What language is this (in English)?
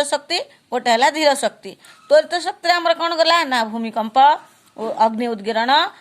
Odia